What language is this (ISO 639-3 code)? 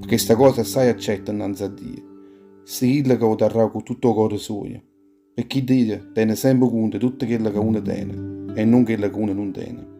nap